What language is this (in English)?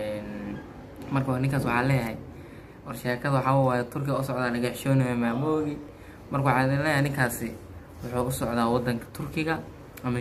Somali